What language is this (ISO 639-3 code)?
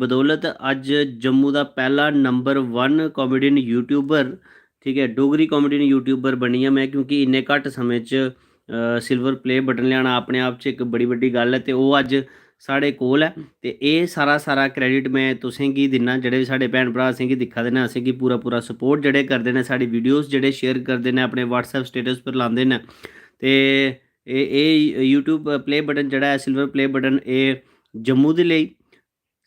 doi